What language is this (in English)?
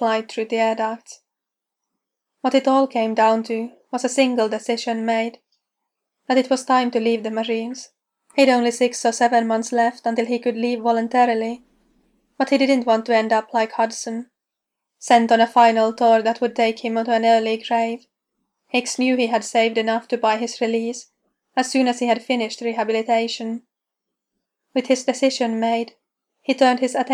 English